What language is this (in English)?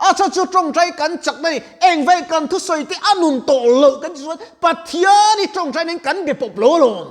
Mizo